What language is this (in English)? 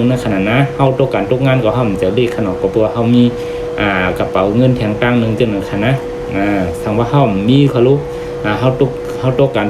Shan